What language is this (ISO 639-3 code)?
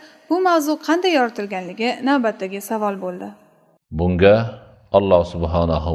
uzb